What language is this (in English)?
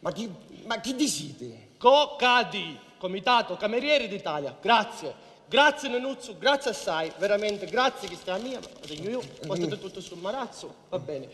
Sicilian